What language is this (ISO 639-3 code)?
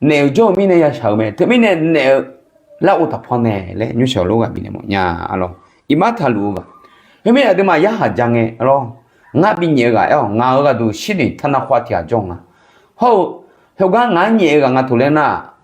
ahk